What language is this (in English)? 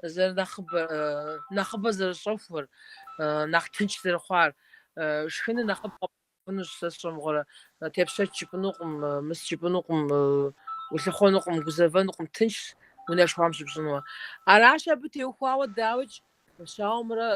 Kabardian